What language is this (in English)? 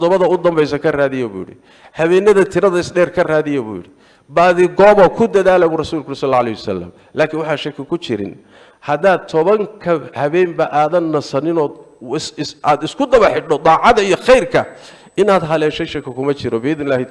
Somali